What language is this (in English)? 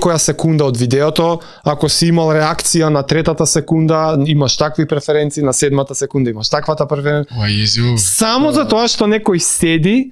Macedonian